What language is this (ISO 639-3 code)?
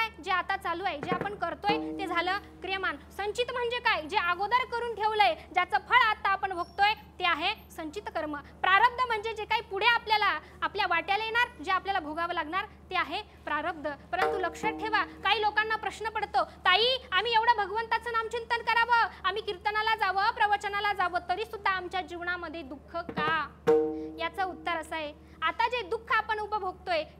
mar